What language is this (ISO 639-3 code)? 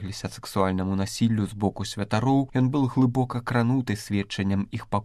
bel